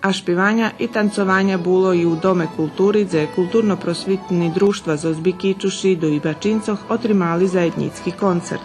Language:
Rusyn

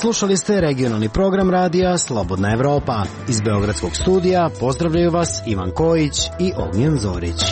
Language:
Serbian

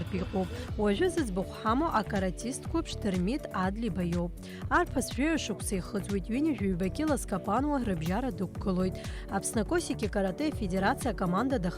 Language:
Abkhazian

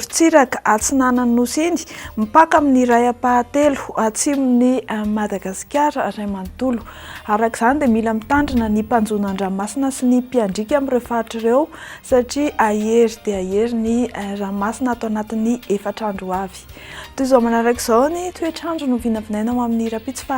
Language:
Malagasy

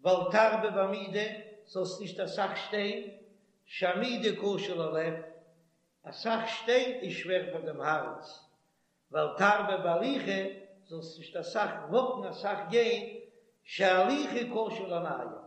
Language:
Yiddish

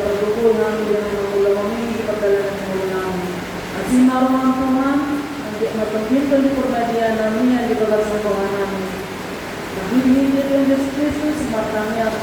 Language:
Batak Toba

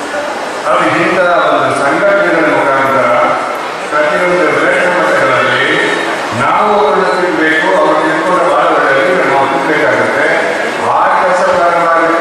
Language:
Kannada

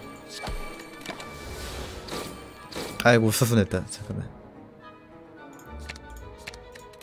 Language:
Korean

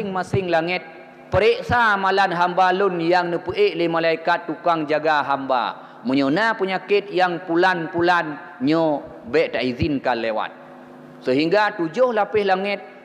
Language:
Achinese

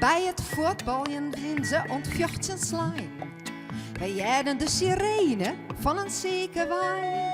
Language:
Western Frisian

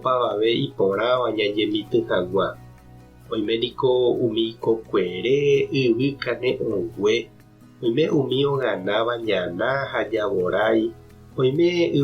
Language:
Guarani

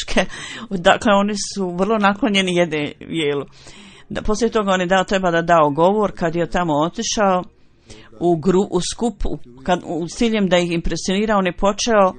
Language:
Bosnian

